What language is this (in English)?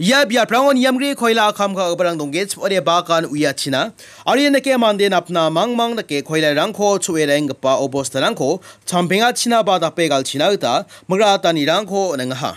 Garo